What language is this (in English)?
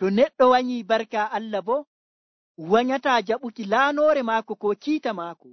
Nigerian Fulfulde